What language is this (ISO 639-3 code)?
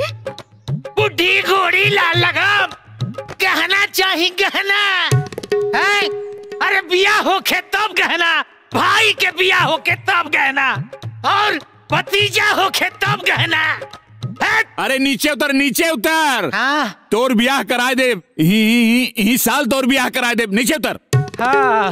bho